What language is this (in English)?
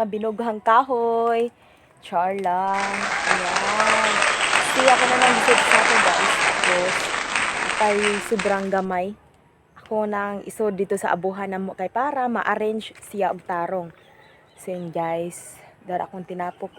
Cebuano